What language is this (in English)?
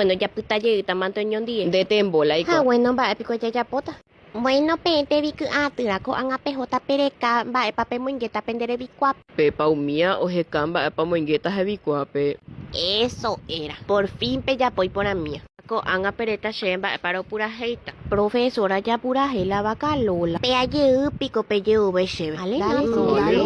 Guarani